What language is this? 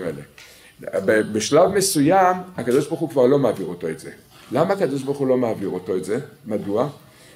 Hebrew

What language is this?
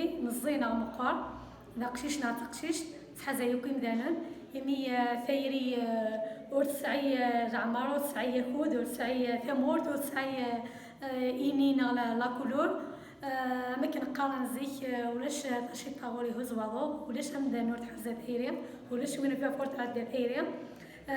Kabyle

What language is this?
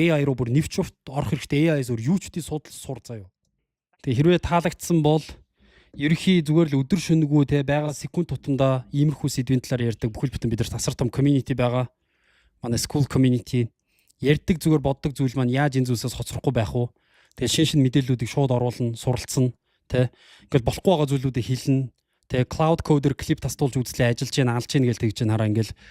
Mongolian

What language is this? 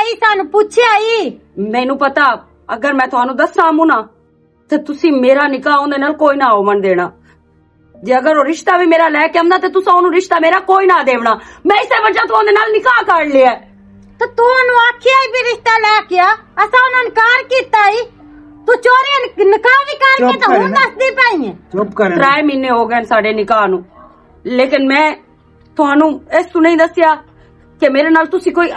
Western Panjabi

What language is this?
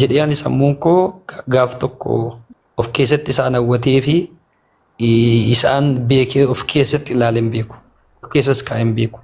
Oromo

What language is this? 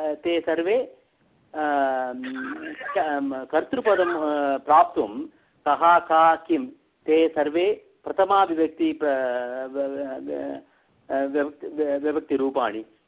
Sanskrit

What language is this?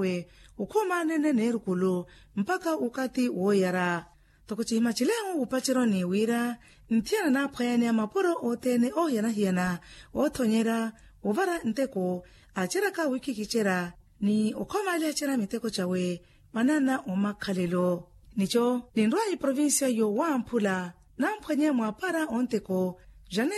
Makhuwa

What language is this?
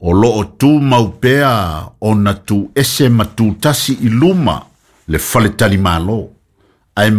Samoan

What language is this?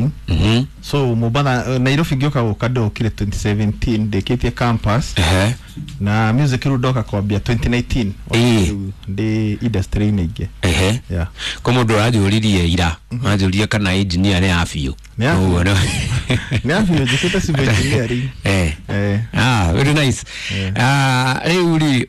Kikuyu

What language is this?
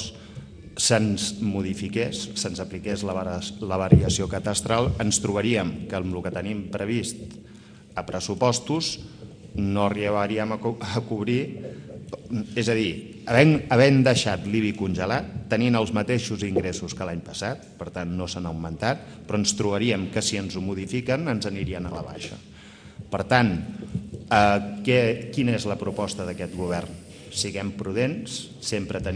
Catalan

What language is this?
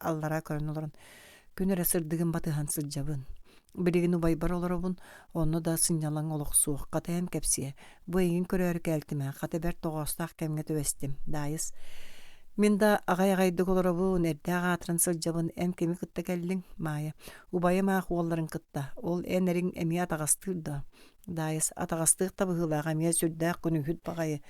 Yakut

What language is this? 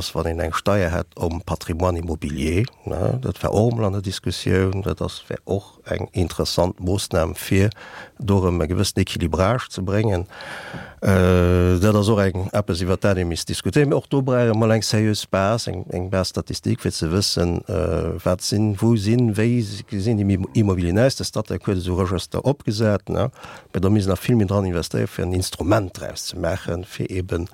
Luxembourgish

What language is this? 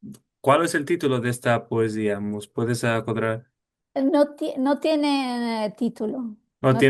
Ladino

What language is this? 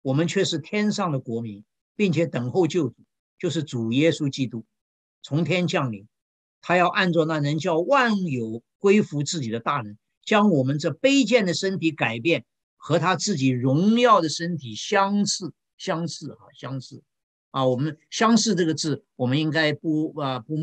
Chinese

